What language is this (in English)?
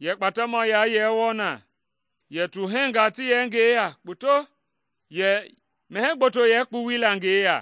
Mende